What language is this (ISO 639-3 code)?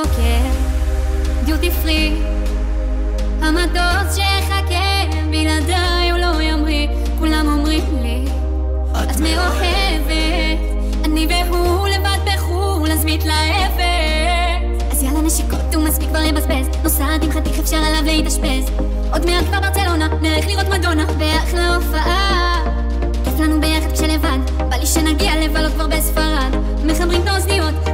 heb